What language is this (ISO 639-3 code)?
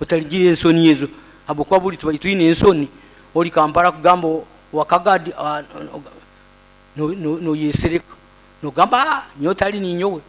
nyo